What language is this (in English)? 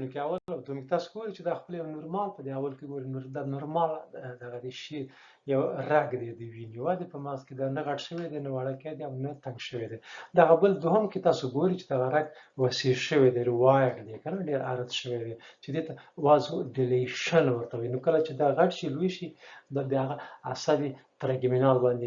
Pashto